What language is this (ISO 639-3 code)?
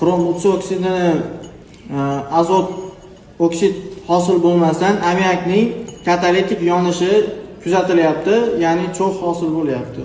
uzb